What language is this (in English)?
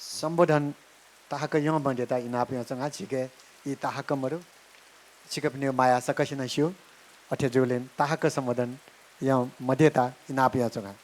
Newari